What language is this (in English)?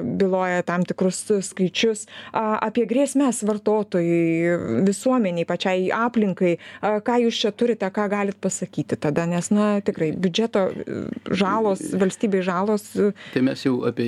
Lithuanian